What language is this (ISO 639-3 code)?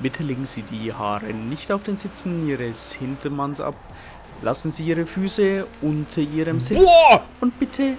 bar